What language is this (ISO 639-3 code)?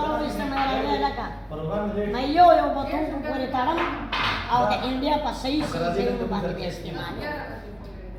pus